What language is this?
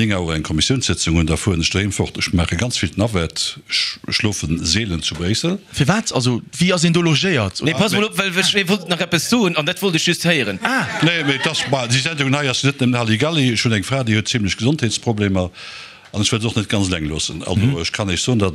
Luxembourgish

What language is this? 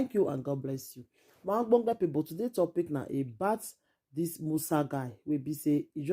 Nigerian Pidgin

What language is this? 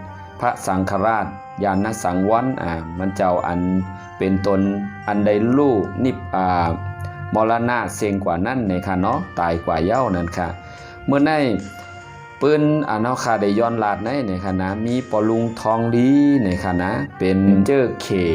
Shan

